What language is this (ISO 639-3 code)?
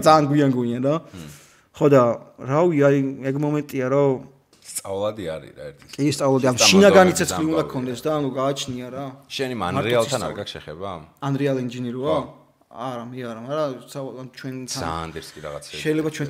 kat